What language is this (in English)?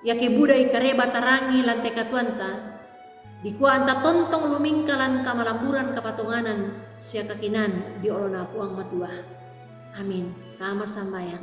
Toraja-Sa'dan